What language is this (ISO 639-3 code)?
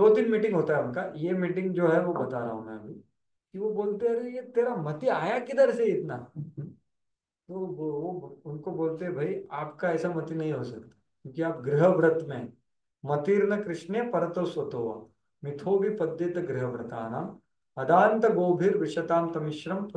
hin